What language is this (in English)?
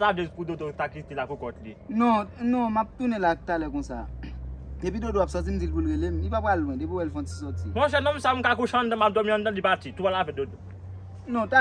Haitian Creole